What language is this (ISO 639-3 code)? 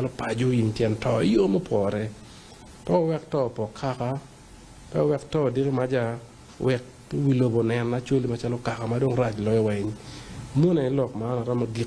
ach